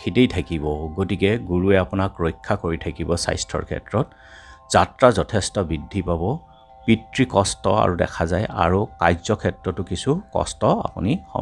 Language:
Assamese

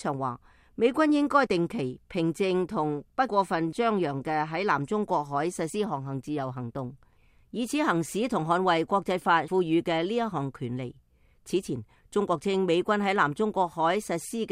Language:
Cantonese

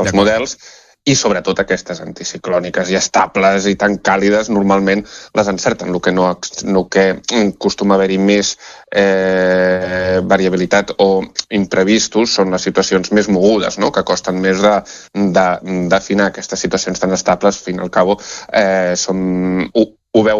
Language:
Catalan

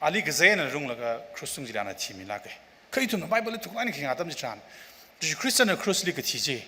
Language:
Tangkhul Naga (India)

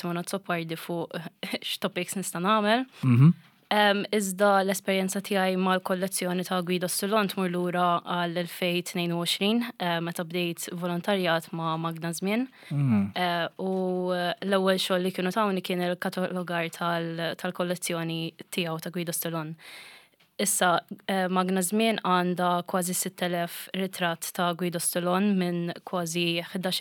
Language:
Maltese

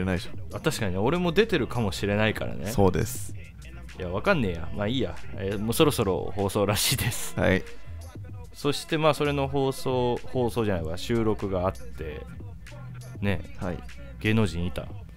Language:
Japanese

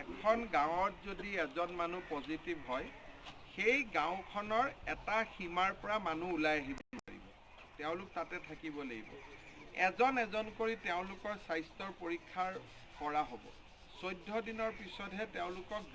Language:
Assamese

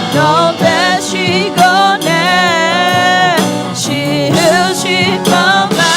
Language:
Akha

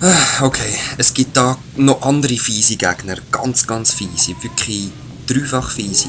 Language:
Swiss German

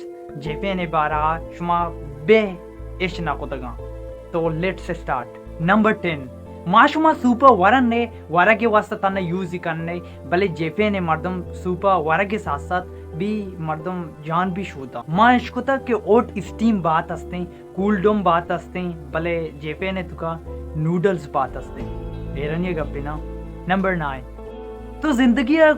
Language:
Baluchi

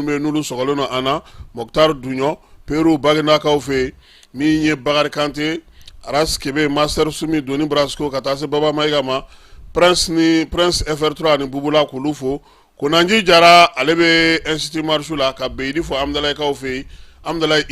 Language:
Bambara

